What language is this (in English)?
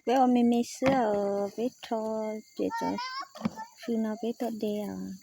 Hmong